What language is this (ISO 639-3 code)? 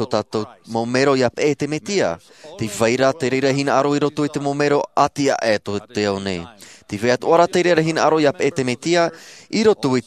tah